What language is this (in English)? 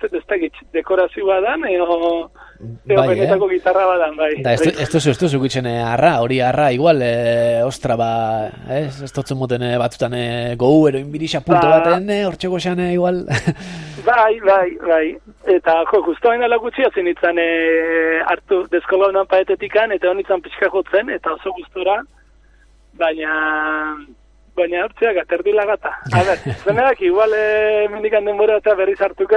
Basque